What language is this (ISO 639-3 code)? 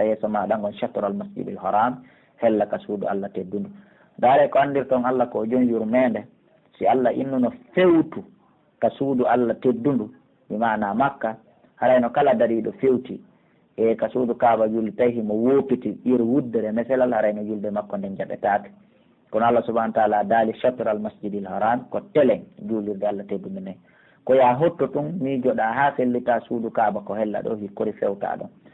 fuf